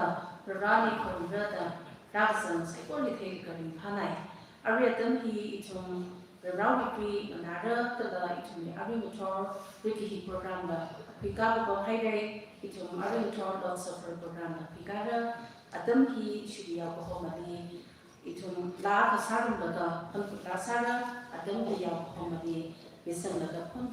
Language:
Tangkhul Naga (India)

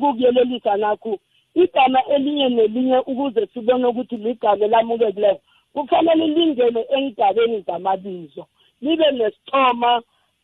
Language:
South Ndebele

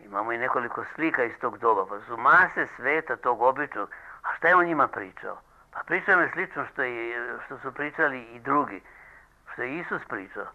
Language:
Serbian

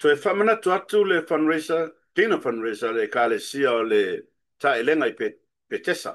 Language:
Samoan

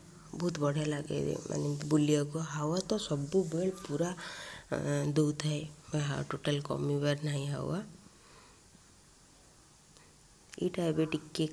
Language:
Odia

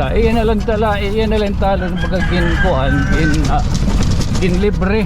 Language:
Waray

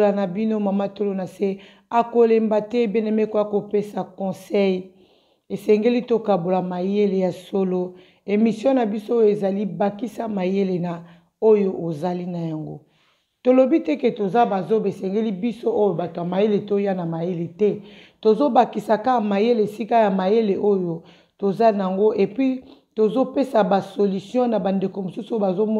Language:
Lingala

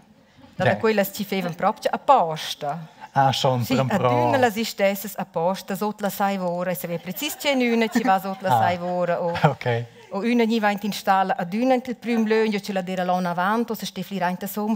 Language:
Romansh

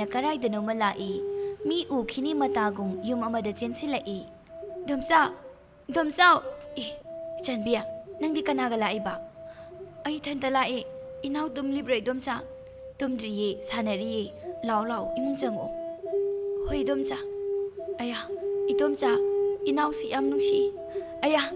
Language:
Manipuri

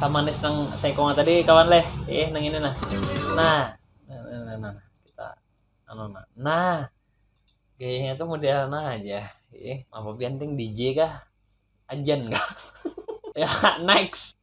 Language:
Banjar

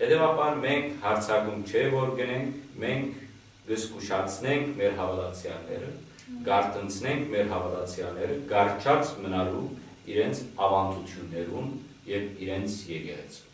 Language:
Western Armenian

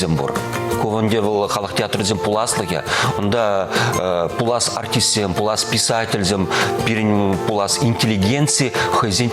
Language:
Chuvash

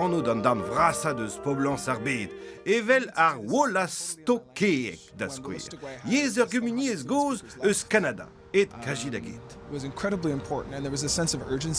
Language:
Breton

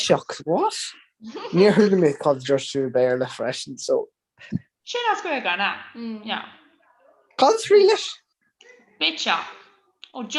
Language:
Irish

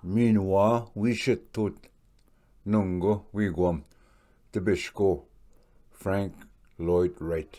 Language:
Ojibwa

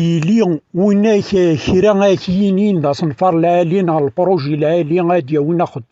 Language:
Kabyle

